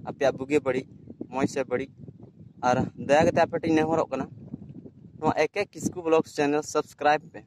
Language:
Santali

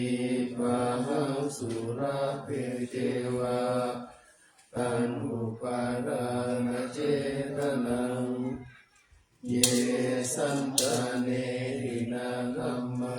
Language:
Pali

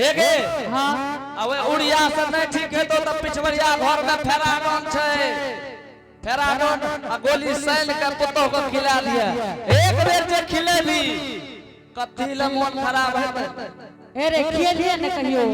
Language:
Angika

